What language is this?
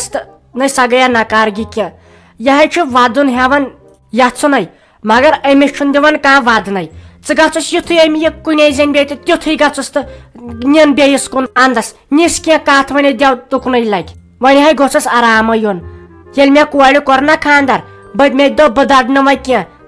Kashmiri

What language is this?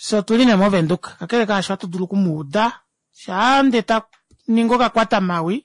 Kuanyama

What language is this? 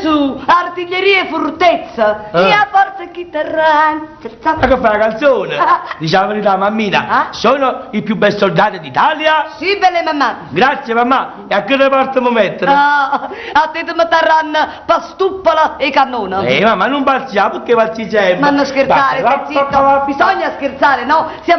Neapolitan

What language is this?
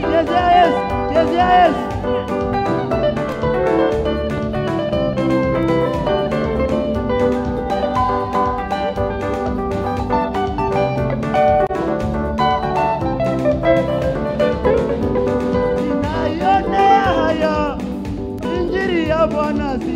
Swahili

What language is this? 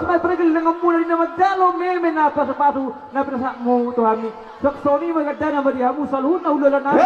Batak Toba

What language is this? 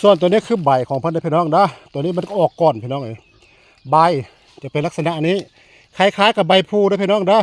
Northeastern Thai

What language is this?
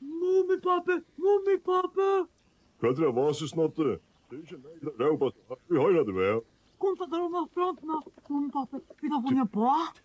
Faroese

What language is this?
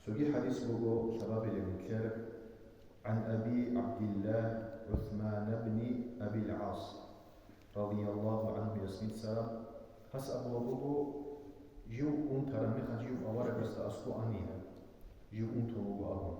Avaric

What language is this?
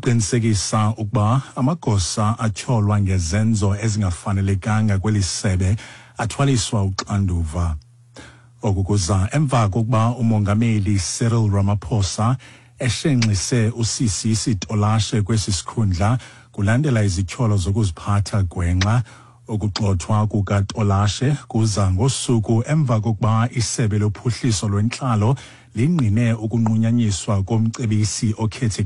Xhosa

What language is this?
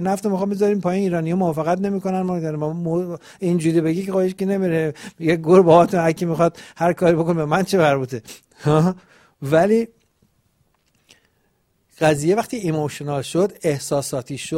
Persian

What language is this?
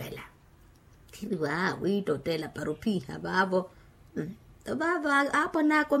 Makhuwa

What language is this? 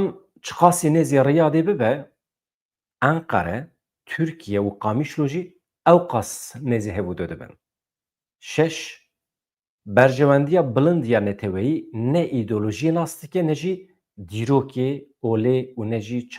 Kurdish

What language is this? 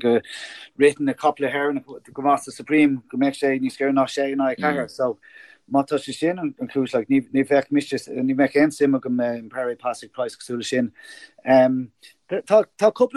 Irish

